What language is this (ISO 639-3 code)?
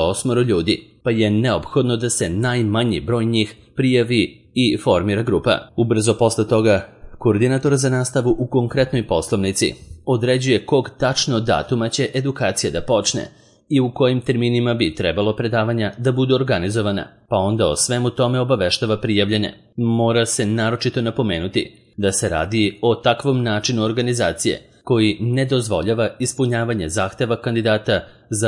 srp